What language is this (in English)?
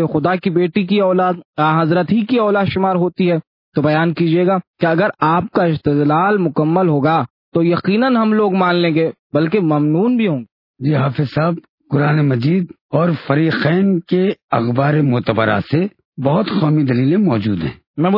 Urdu